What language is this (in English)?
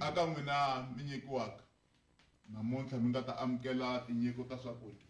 Tsonga